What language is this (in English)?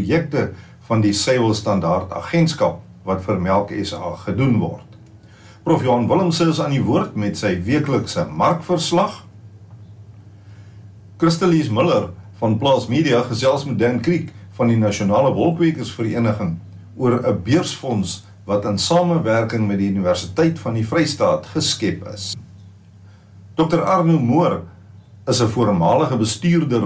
Afrikaans